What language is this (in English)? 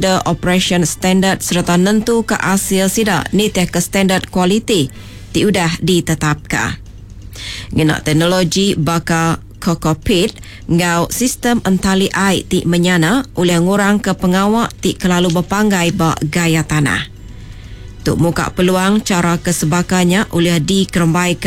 Iban